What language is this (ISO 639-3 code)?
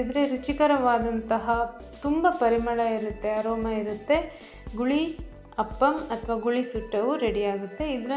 kan